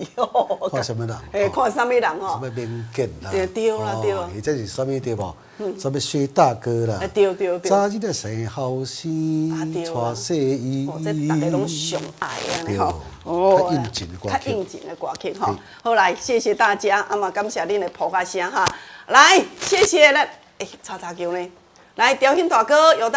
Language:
Min Nan Chinese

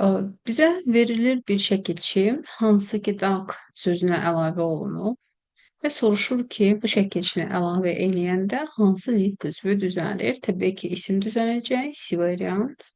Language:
Azerbaijani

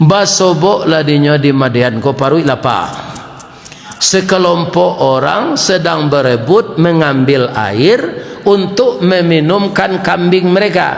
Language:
Minangkabau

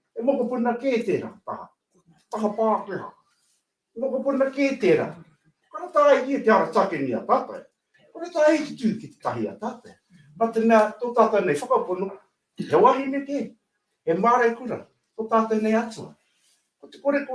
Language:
Māori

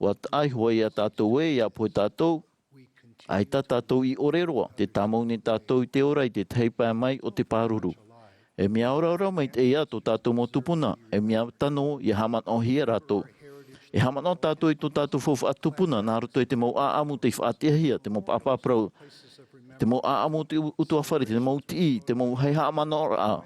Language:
Tahitian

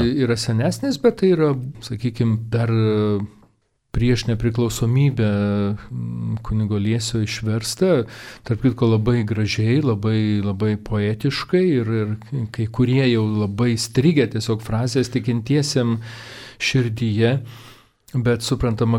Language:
Lithuanian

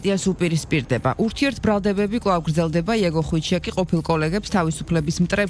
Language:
Georgian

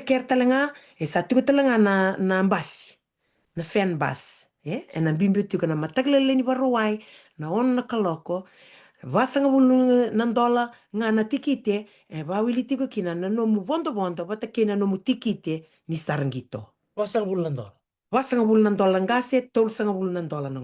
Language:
Fijian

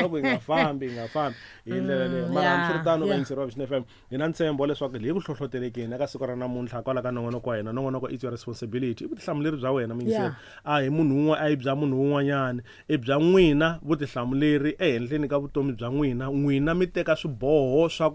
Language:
Tsonga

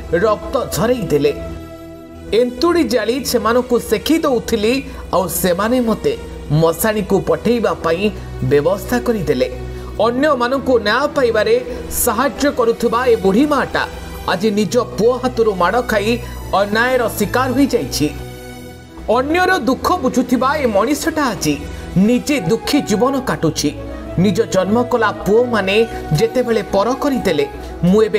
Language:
Odia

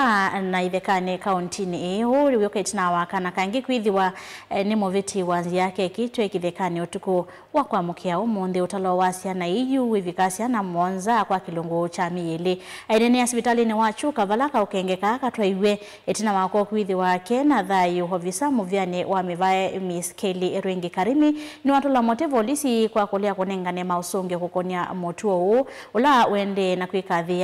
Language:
Kamba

